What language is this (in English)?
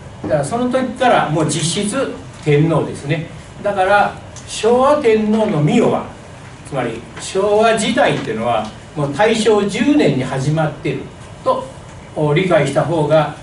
Japanese